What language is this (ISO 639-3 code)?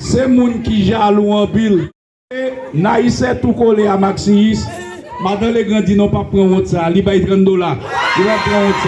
hat